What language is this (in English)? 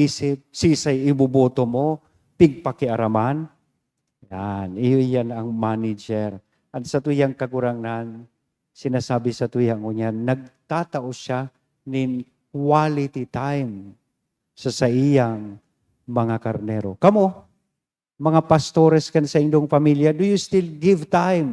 Bikol